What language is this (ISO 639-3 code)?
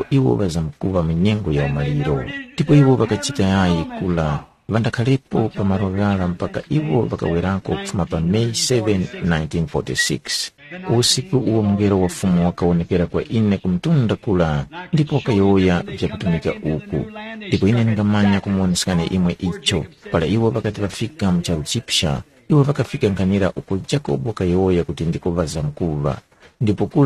tum